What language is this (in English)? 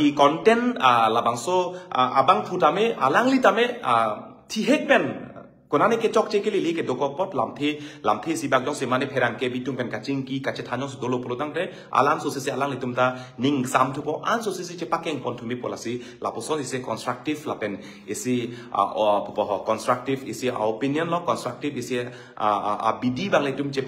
Karbi